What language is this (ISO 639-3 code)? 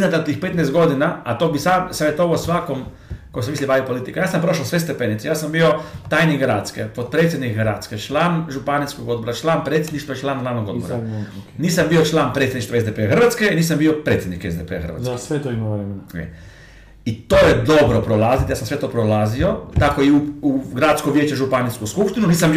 hrv